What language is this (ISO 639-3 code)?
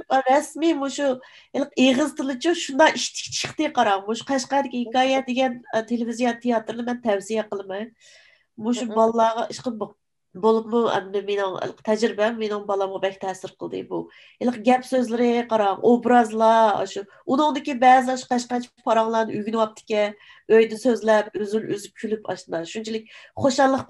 uig